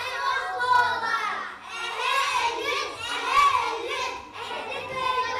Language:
Yakut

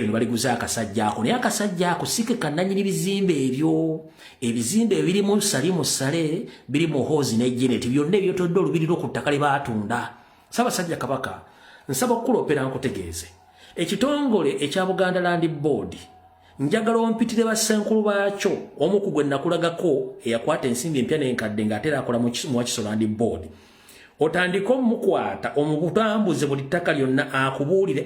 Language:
Ganda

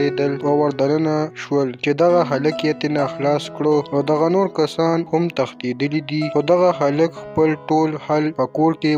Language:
Pashto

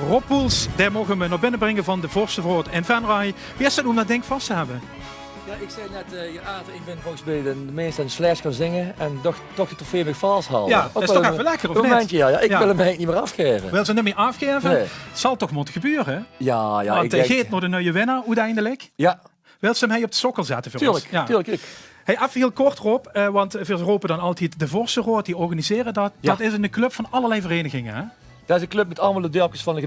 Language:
Limburgish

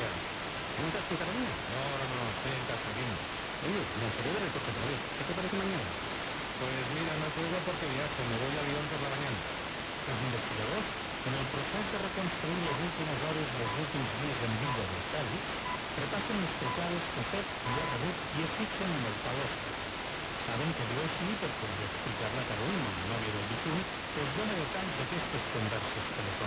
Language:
Catalan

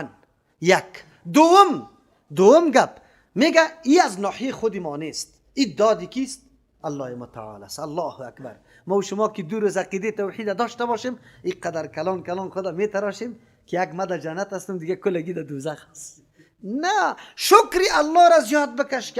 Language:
Persian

